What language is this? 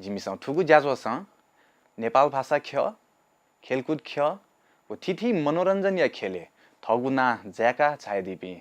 Newari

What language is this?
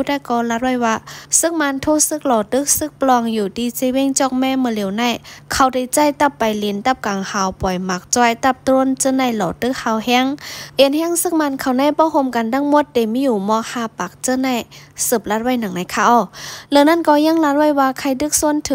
Shan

